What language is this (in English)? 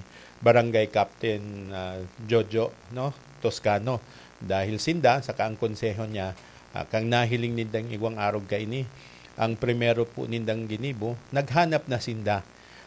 Bikol